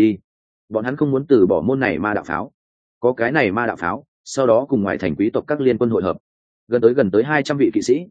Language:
Vietnamese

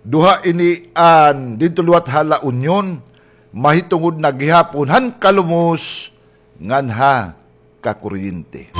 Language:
Waray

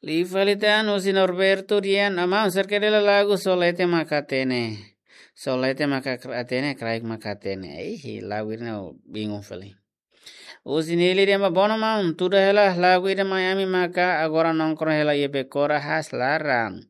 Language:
Tetum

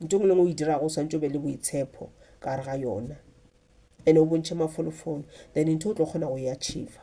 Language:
Northern Sotho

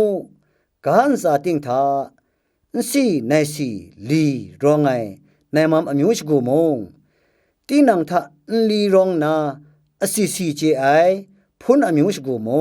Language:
Kachin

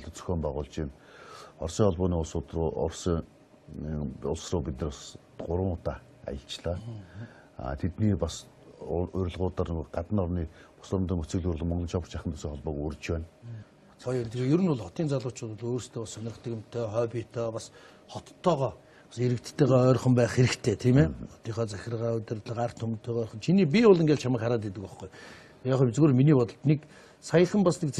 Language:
Mongolian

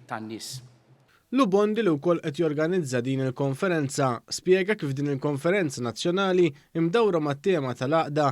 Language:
Maltese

